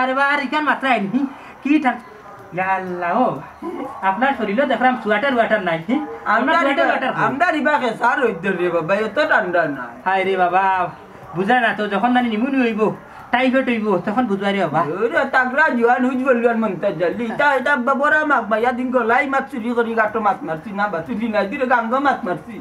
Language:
Sylheti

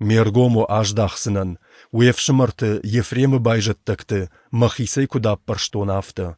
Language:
Ossetic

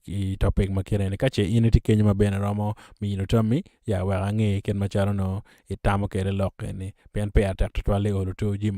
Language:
Acoli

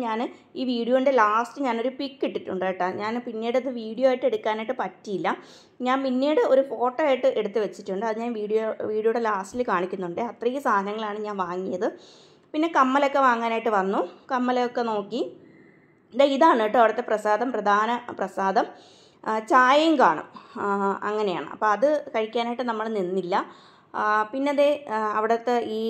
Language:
Malayalam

